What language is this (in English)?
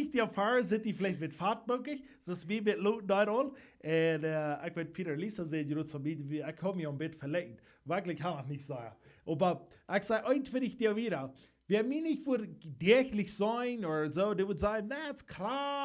Plautdietsch